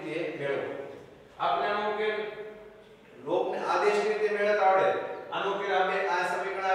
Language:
Gujarati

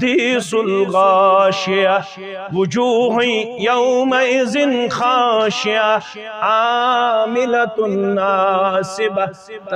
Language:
Kashmiri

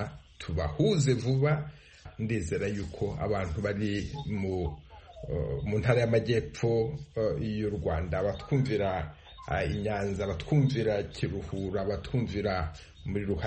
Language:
Kinyarwanda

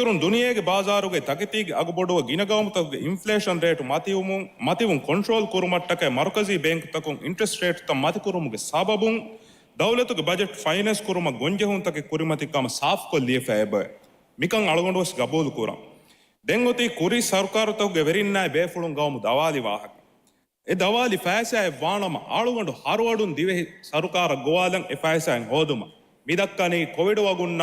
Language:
Divehi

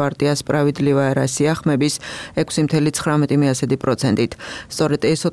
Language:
Georgian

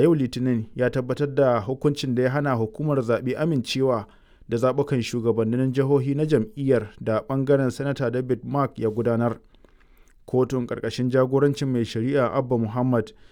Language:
Hausa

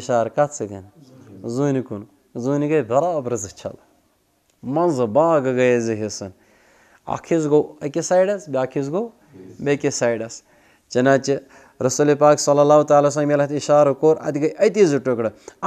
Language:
Kashmiri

